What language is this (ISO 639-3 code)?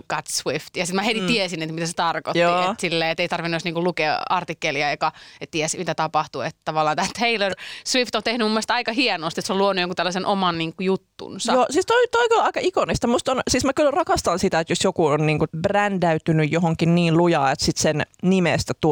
fin